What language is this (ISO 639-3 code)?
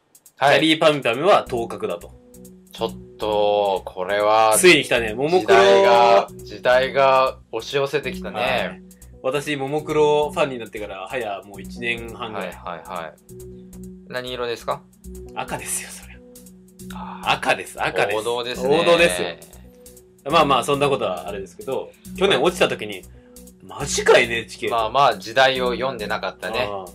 jpn